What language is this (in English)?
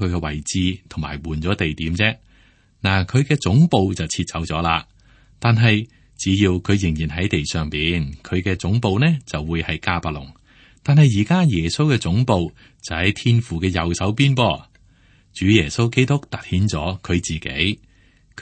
Cantonese